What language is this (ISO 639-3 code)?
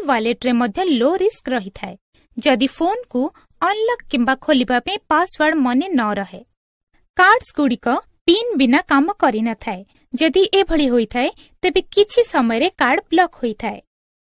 ori